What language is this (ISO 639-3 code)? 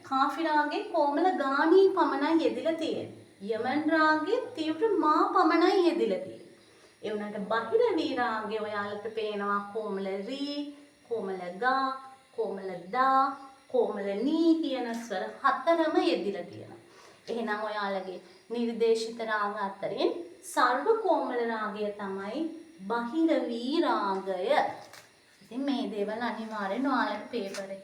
sin